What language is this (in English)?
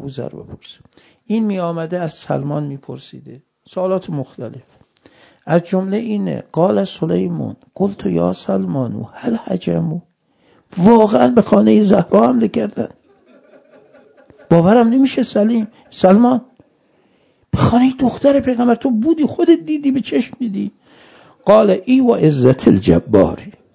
Persian